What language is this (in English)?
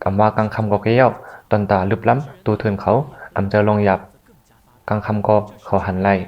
Shan